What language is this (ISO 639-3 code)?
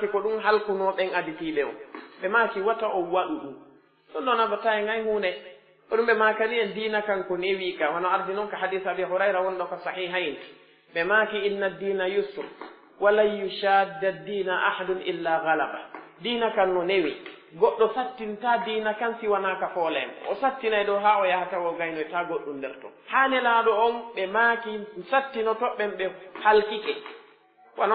fuf